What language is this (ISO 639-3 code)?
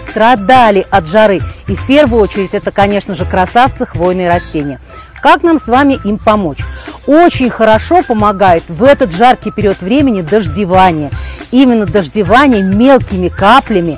rus